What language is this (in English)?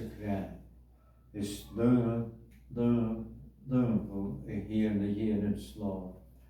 Scottish Gaelic